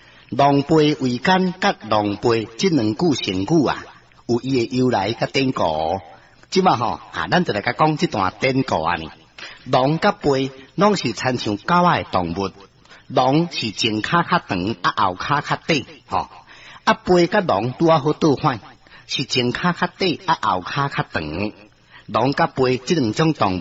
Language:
Min Nan Chinese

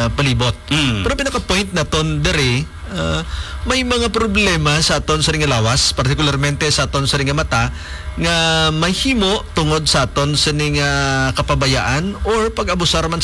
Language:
Hiligaynon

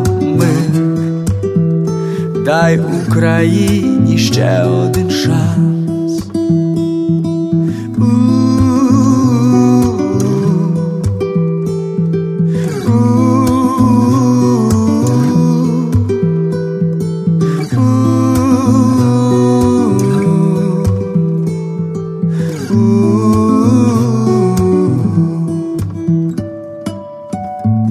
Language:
Ukrainian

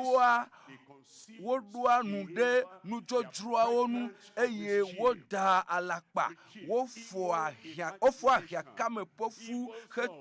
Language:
Ewe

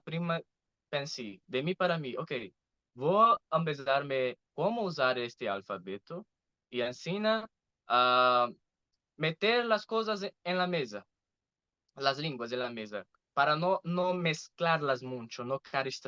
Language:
Ladino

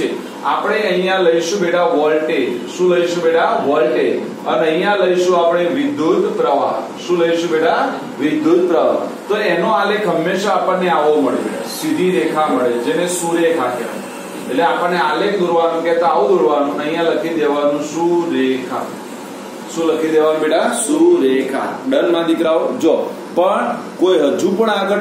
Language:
Gujarati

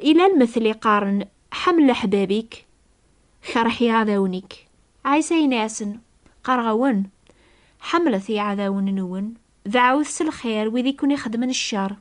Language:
Kabyle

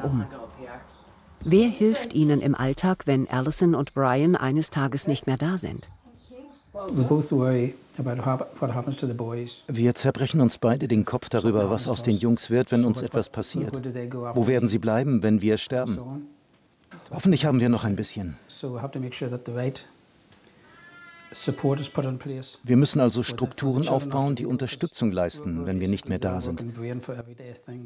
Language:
German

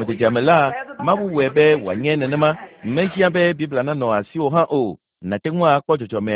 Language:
Ewe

